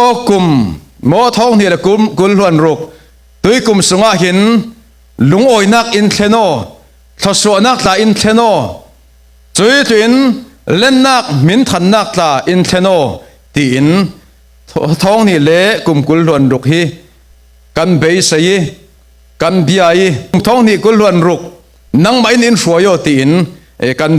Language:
Falam Chin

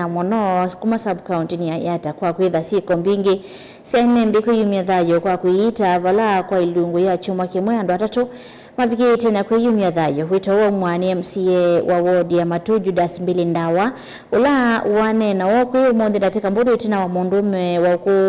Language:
Kamba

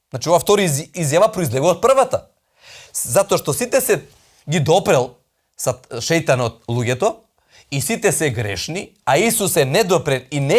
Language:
Macedonian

